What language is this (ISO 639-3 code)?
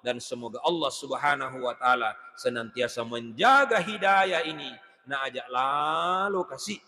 bug